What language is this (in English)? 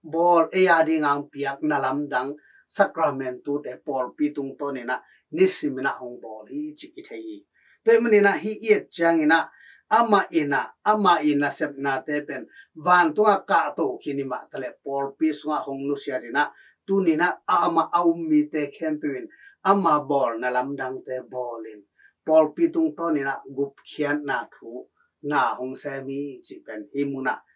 Tedim Chin